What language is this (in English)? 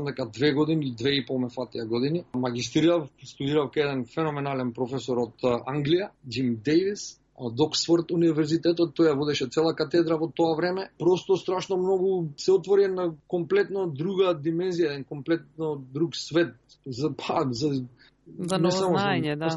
Macedonian